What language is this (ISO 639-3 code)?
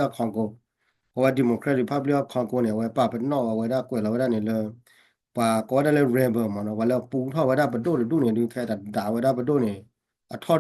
ksw